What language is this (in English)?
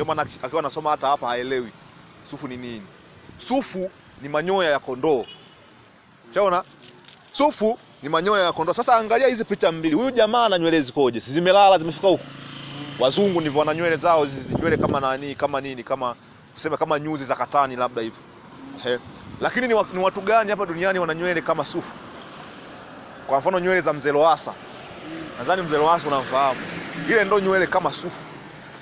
Swahili